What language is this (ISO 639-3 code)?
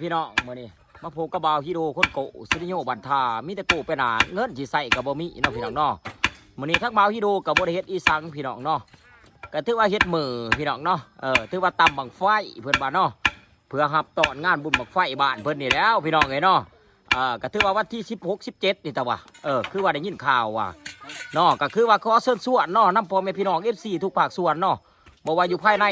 lao